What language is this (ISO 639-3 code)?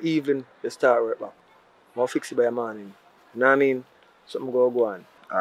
jam